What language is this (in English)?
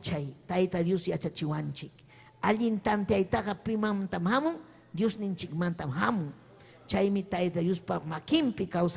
Ayacucho Quechua